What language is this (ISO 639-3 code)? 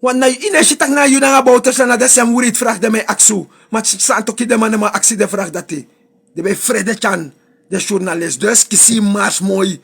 srn